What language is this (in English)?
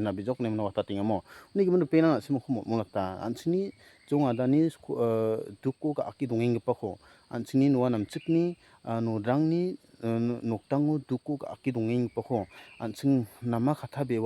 Garo